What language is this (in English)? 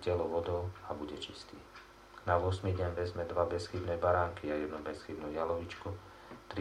Slovak